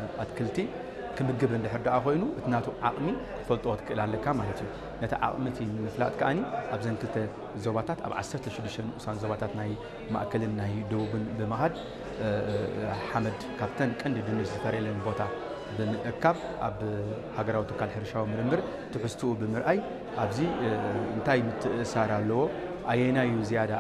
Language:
Tigrinya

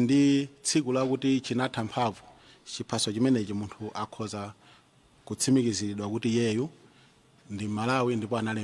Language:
Nyanja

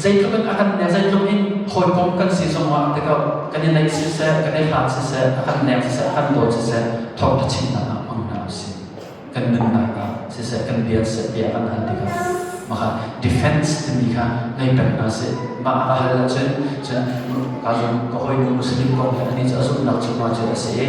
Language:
Hakha Chin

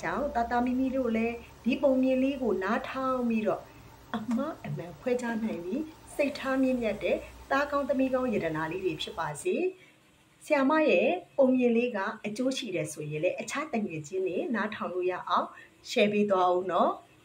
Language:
Burmese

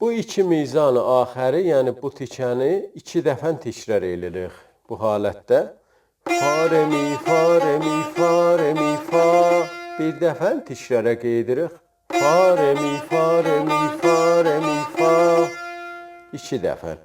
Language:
South Azerbaijani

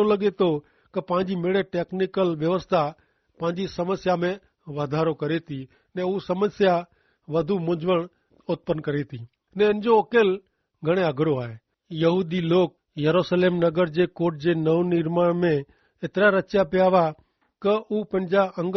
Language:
Kachhi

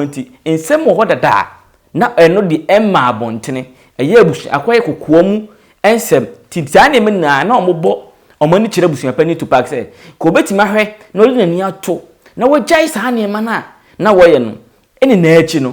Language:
Akan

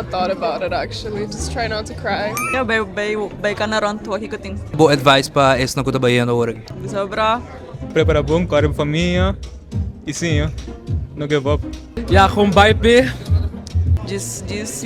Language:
Papiamento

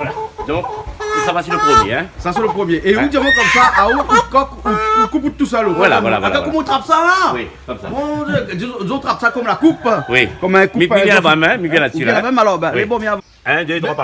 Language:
Réunion Creole French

